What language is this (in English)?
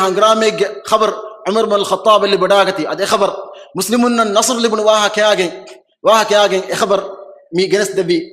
Divehi